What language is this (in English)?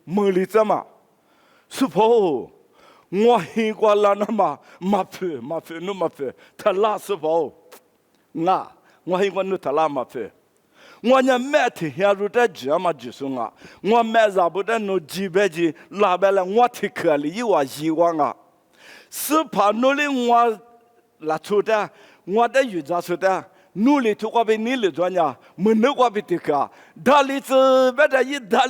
Lisu